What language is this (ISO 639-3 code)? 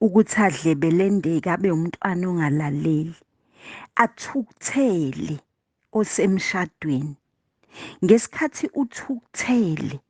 zul